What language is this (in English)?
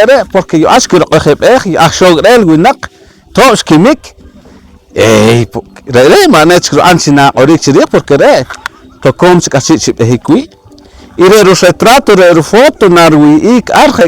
Poqomchi'